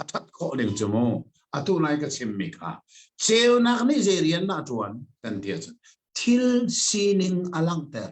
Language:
Hakha Chin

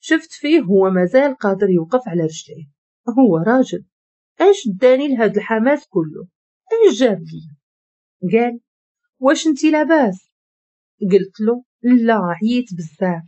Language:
Moroccan Arabic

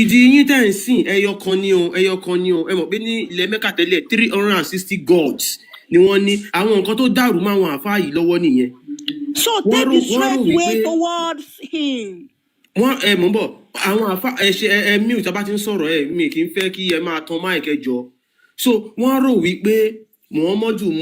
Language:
Yoruba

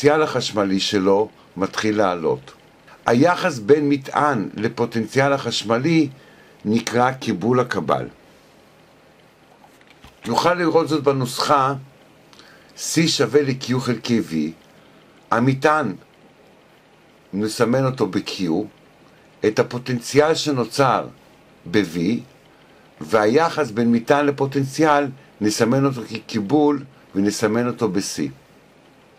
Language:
Hebrew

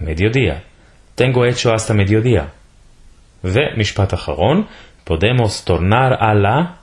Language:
Ladino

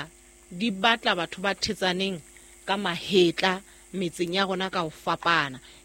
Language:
Southern Sotho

